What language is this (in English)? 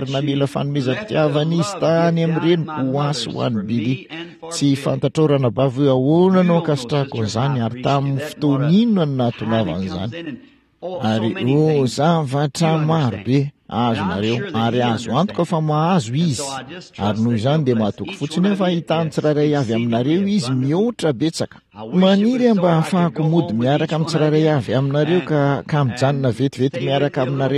Malagasy